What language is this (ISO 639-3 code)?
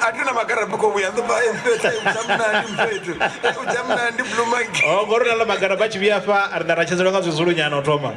ven